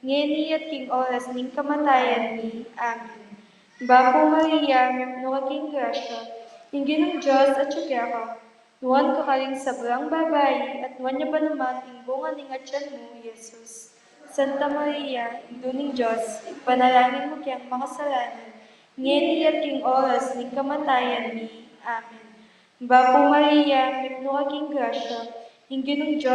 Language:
Pampanga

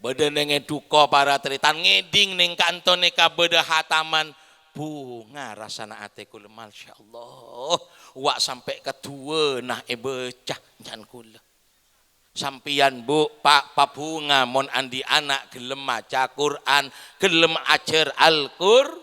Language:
Madurese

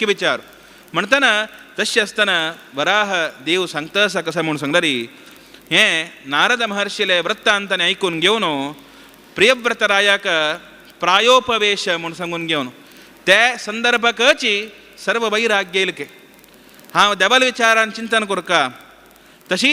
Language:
Konkani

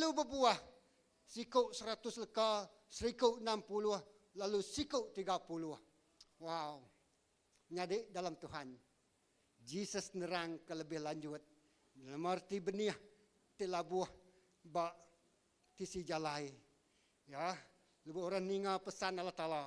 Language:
Iban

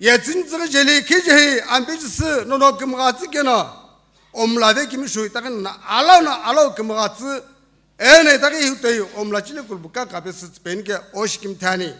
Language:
Sumi Naga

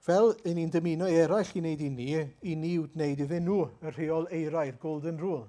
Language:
Welsh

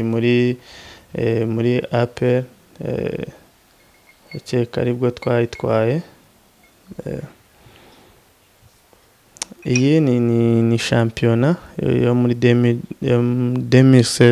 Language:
Kinyarwanda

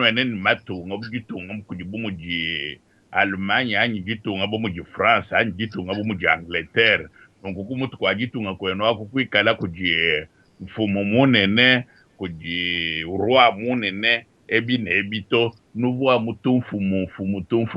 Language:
Luba-Lulua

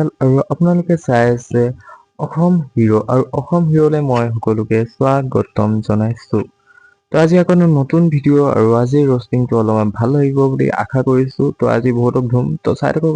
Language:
Assamese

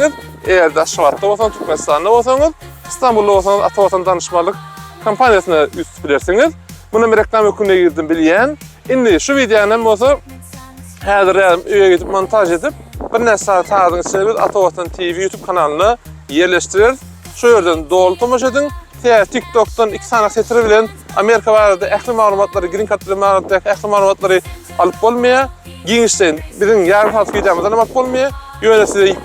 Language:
Turkmen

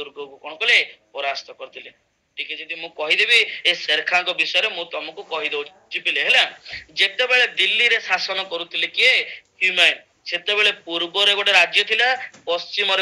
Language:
Odia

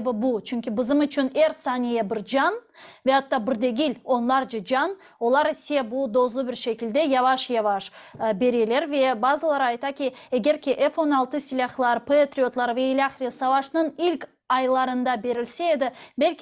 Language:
Crimean Tatar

